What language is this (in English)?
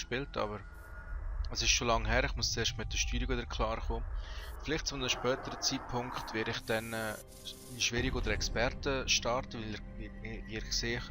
Swiss German